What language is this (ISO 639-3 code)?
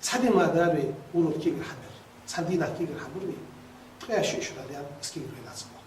inh